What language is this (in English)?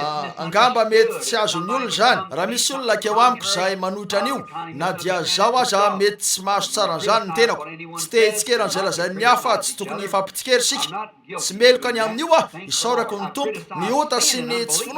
Malagasy